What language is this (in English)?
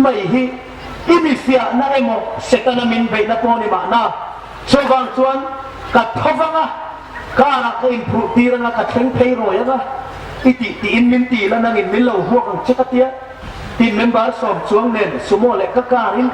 Hmar